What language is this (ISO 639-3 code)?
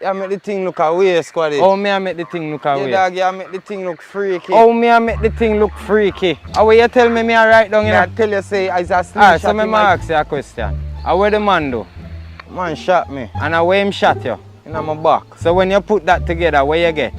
jam